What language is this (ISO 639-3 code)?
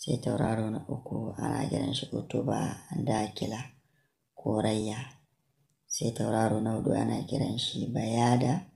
hau